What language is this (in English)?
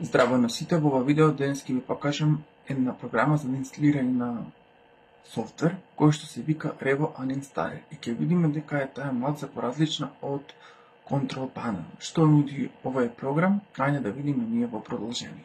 Macedonian